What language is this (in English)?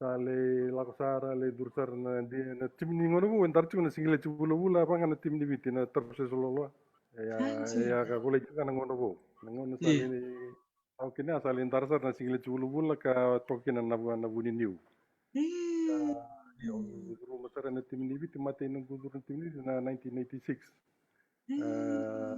Fijian